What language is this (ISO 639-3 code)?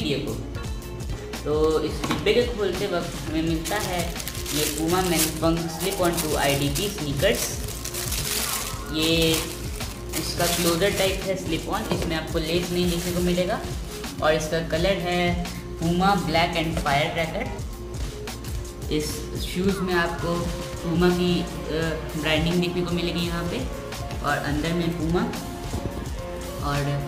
hin